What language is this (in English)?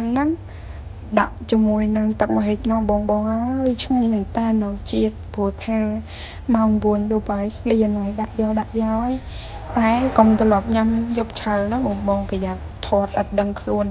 Khmer